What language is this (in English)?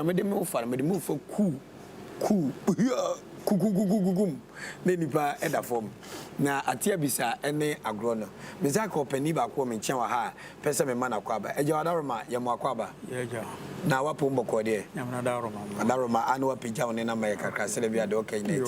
Akan